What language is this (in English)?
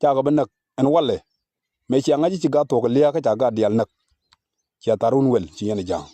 Nuer